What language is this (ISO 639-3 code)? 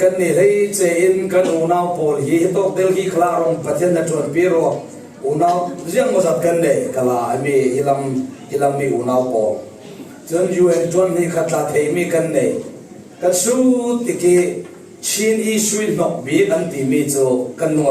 cfm